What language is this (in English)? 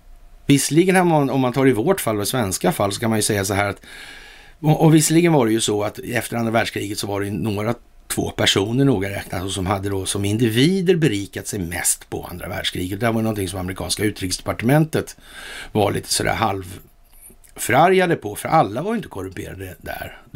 Swedish